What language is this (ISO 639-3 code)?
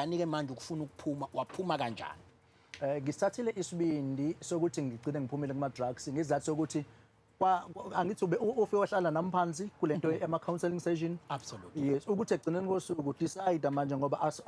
zul